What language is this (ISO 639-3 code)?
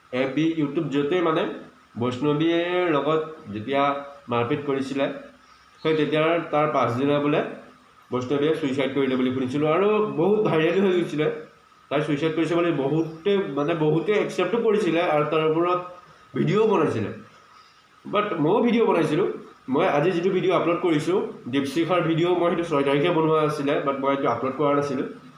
asm